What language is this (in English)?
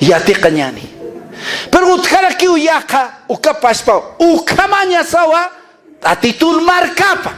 Aymara